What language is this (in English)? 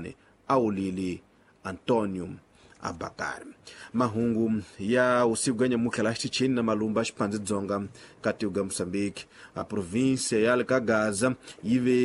Tsonga